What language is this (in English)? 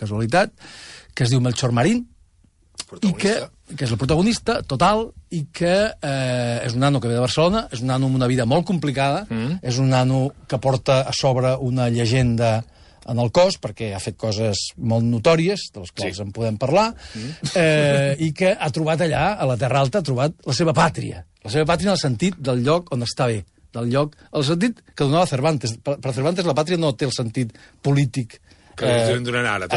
Catalan